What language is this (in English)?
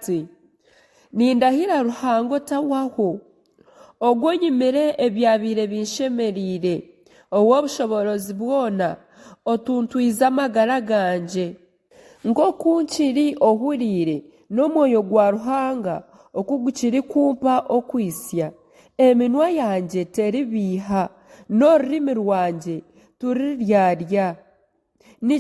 Nyankole